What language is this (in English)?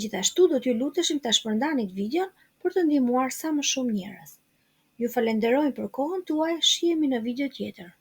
Albanian